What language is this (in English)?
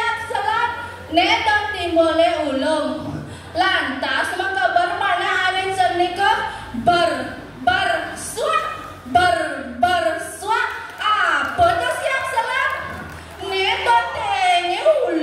Balinese